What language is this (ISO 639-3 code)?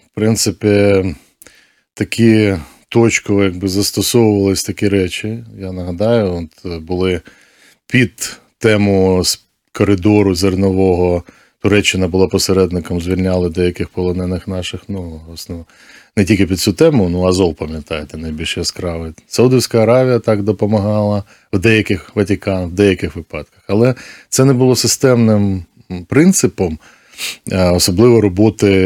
ukr